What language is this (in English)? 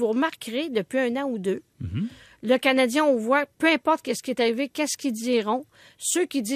French